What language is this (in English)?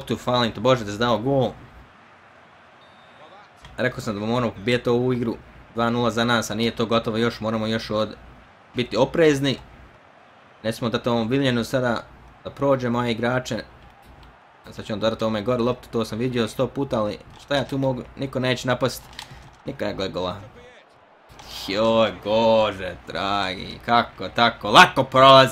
Bosnian